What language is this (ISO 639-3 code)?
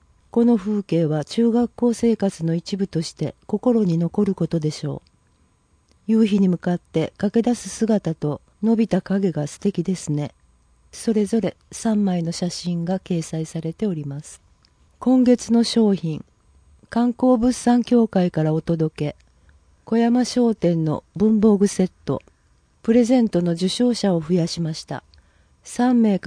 jpn